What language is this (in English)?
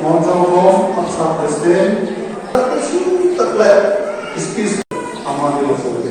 Manipuri